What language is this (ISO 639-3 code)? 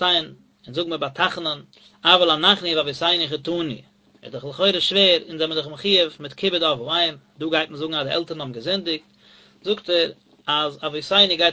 yid